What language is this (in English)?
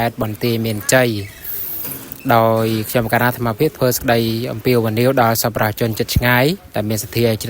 Khmer